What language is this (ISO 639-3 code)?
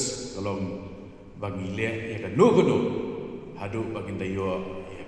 kha